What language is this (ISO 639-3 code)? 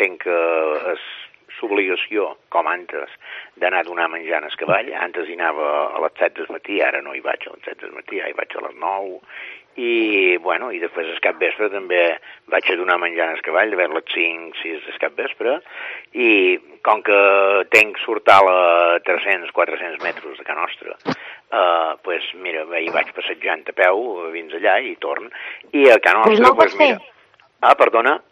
cat